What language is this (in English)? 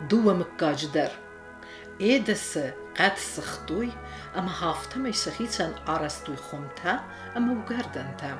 Ossetic